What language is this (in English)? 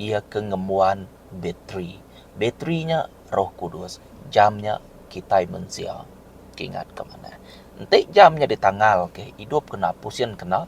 Iban